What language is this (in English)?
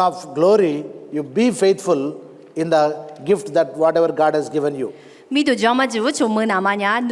Lisu